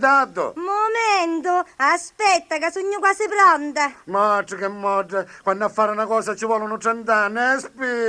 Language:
Sicilian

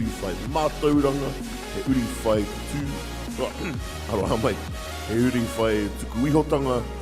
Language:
Māori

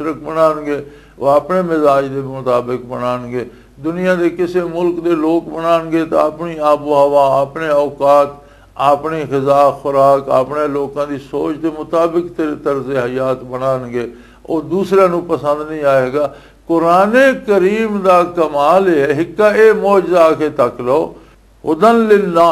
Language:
Western Panjabi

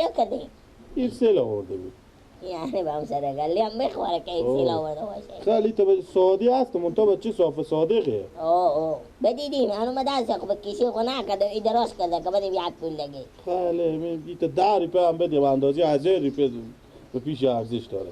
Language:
Persian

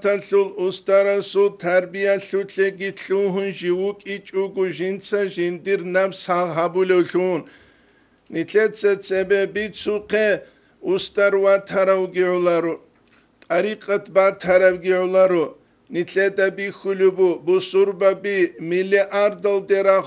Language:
Avaric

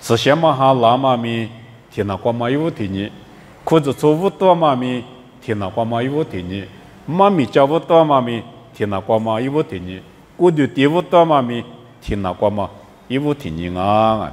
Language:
Lisu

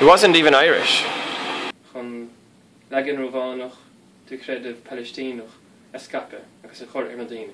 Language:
Irish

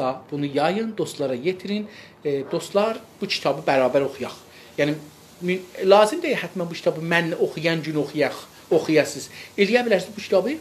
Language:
South Azerbaijani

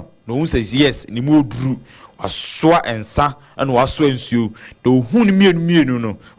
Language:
Akan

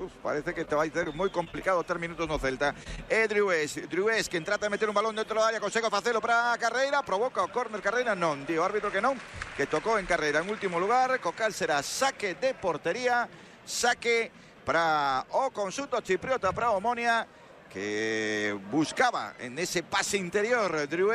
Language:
Galician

